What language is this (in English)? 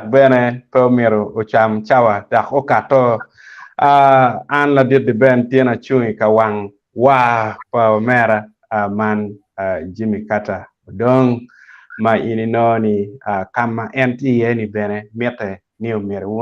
Acoli